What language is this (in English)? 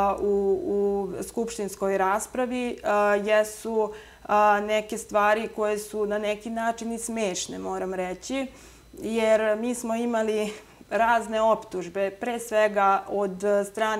Serbian